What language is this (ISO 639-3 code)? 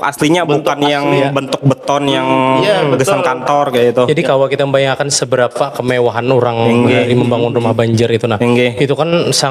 bjn